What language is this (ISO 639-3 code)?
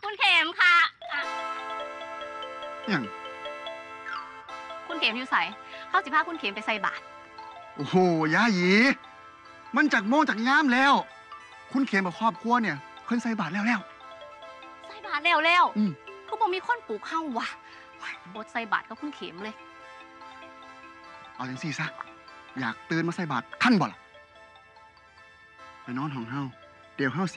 tha